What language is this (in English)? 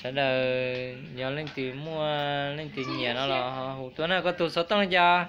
Hmong